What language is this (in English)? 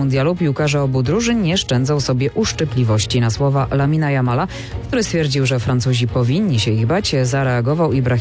Polish